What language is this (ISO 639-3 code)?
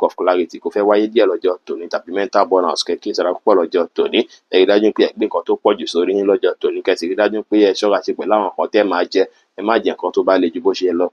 yor